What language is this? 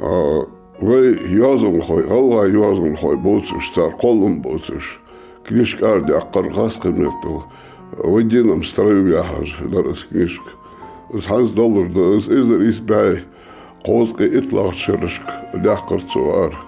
Ingush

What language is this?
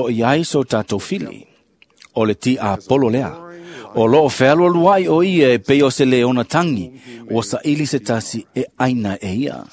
Samoan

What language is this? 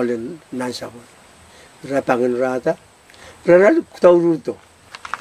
Pohnpeian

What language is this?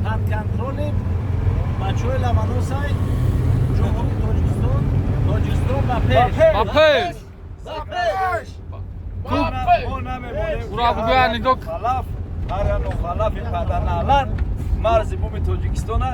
Tajik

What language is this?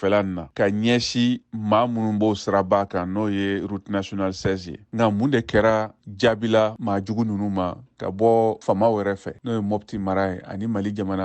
Bambara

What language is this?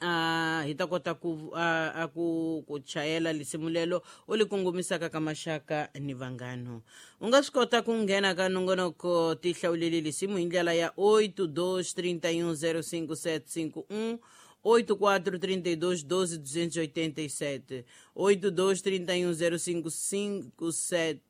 Tsonga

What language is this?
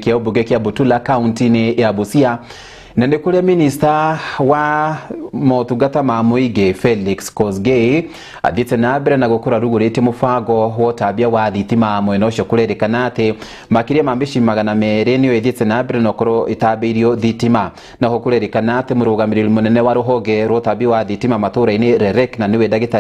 Kikuyu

